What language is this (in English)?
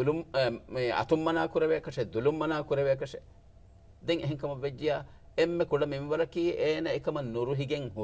Divehi